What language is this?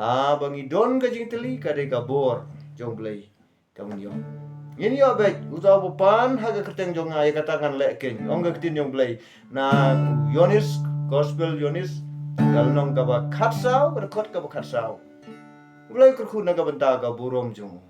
Khasi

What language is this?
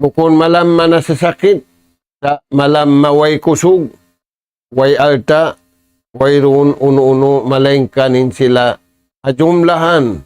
Tausug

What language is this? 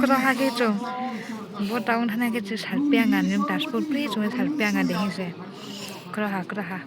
Riang (India)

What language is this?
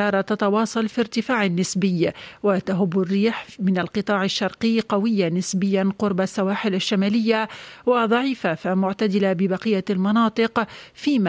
Tunisian Arabic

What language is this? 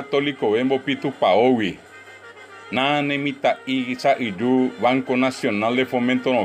Guarani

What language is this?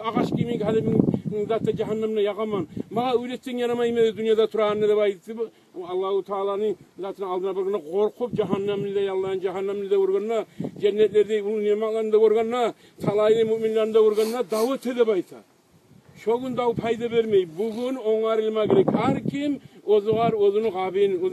Kumyk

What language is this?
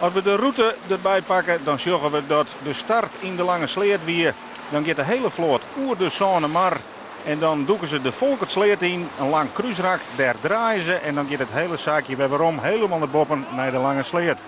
Western Frisian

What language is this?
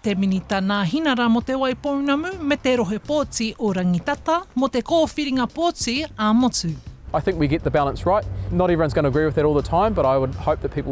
Māori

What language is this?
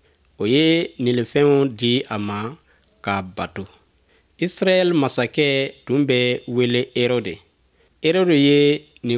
Bambara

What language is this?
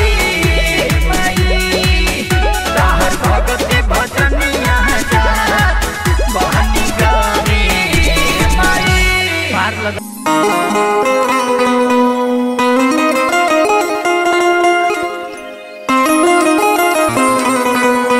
Bhojpuri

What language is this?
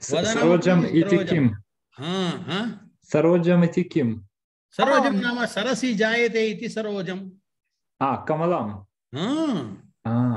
Sanskrit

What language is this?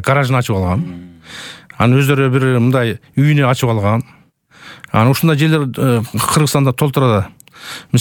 Kyrgyz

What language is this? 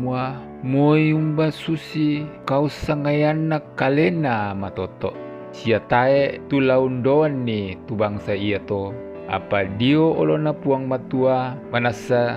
Toraja-Sa'dan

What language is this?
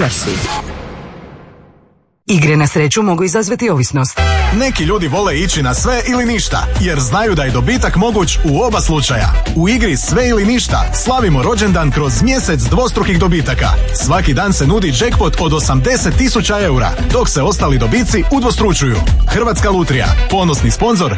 Croatian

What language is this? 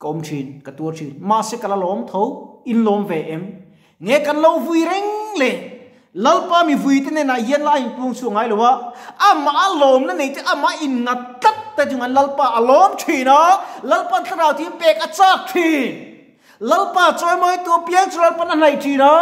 Mizo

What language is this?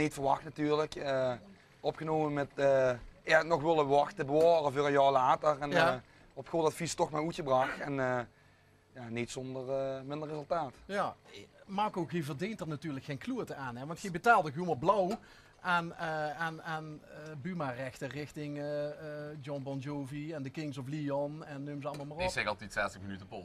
Limburgish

